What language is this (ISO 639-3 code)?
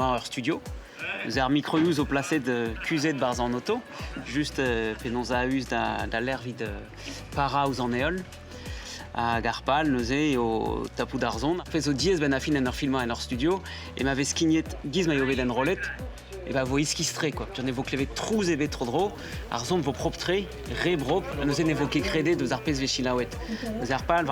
bre